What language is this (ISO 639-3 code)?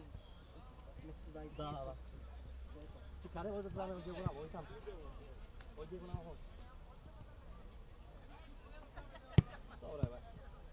mkd